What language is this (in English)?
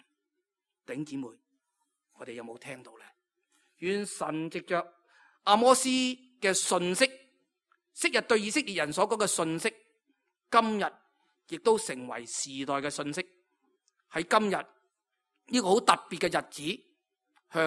Cantonese